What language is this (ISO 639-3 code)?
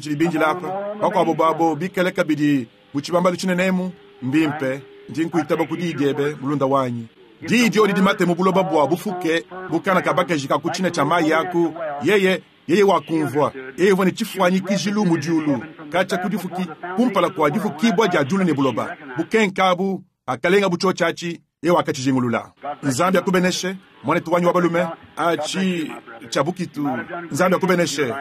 lua